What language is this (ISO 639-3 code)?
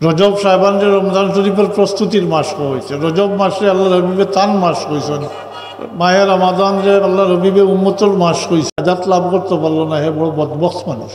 syl